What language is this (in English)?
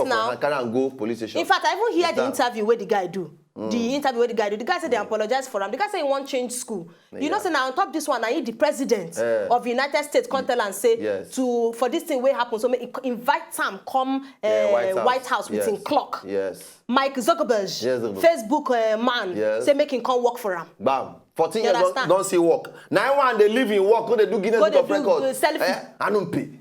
Nigerian Pidgin